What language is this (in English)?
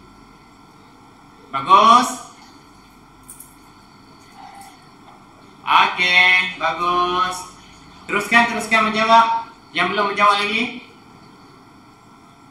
Malay